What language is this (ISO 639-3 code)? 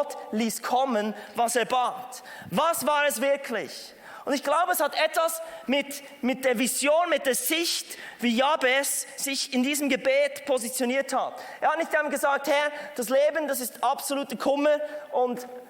gsw